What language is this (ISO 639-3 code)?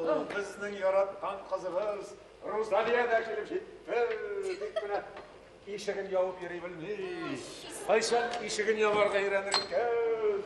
tat